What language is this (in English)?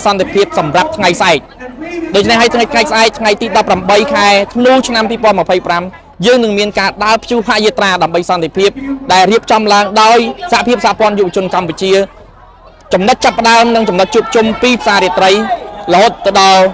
Khmer